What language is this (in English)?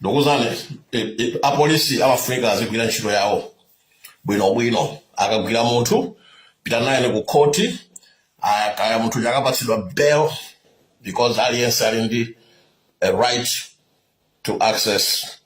Nyanja